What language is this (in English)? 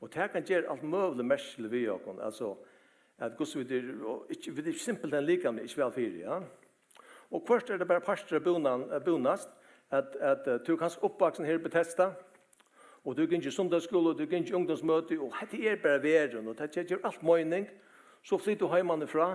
Faroese